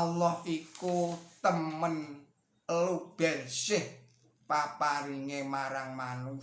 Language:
Javanese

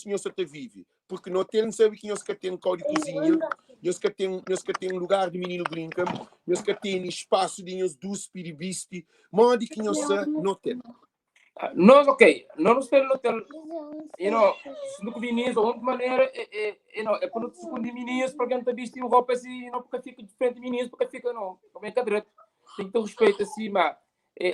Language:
Kabuverdianu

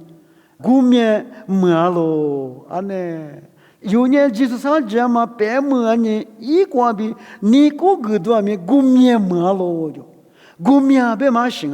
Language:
Lisu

